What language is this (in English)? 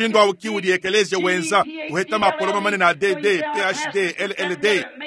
Luba-Lulua